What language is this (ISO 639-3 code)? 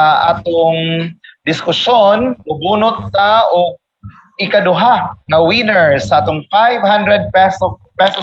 ceb